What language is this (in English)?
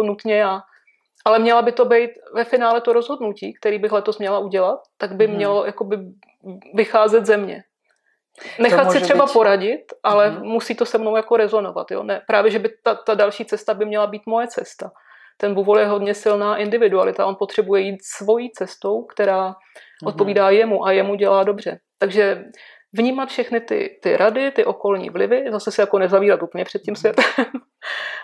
Czech